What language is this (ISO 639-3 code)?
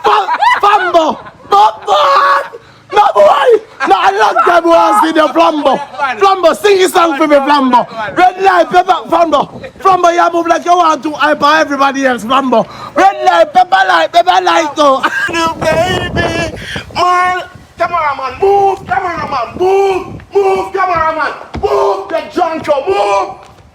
jam